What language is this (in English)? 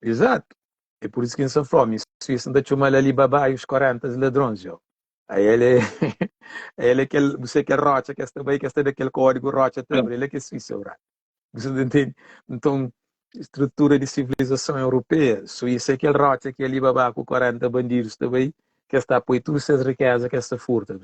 Kabuverdianu